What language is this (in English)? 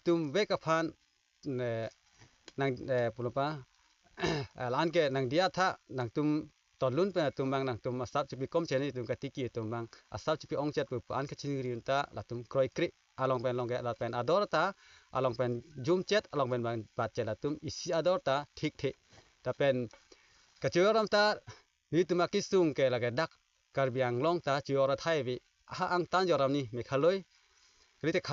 Karbi